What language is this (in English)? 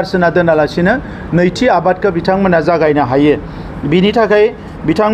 Bodo